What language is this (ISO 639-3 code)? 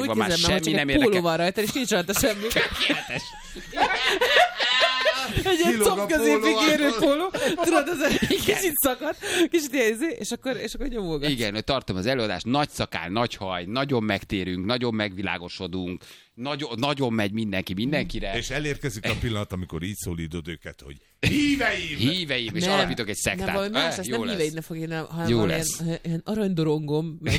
hun